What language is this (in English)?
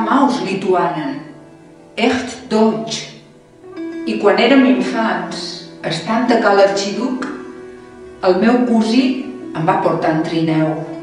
Catalan